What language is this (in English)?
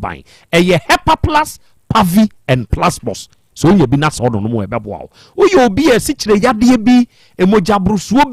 Akan